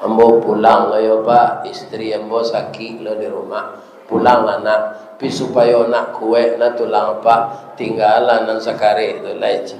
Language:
Minangkabau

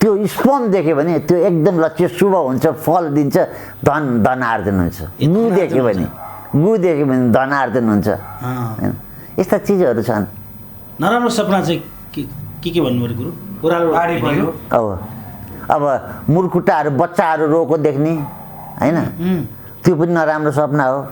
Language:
Nepali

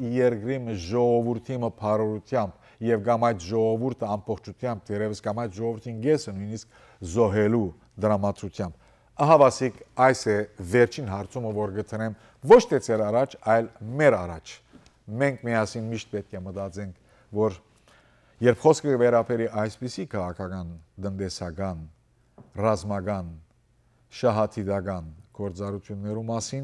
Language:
Western Armenian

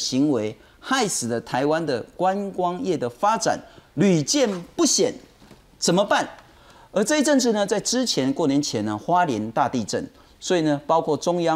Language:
Chinese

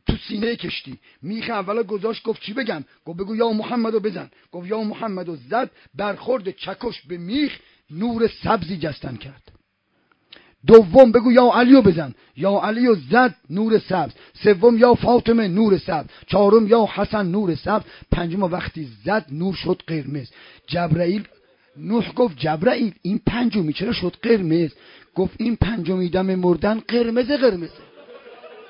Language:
Persian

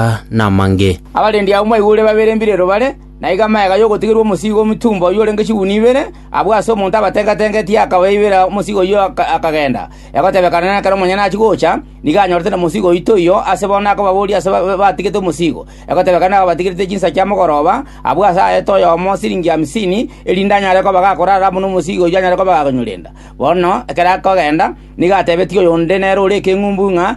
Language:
Gusii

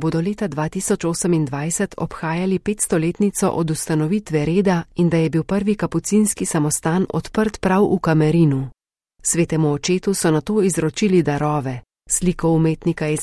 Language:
Slovenian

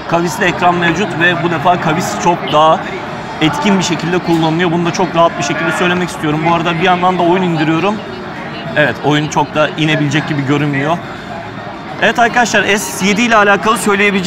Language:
Turkish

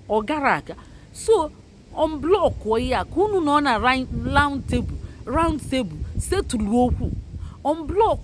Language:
Igbo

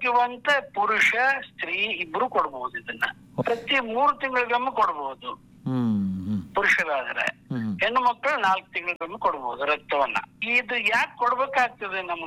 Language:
Kannada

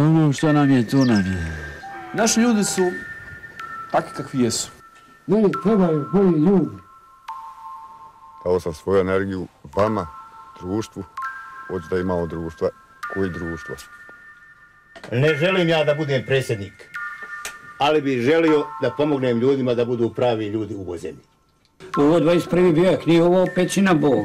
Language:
Bosnian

